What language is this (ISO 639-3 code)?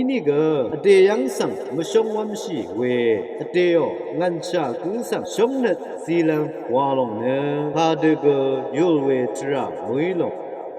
raw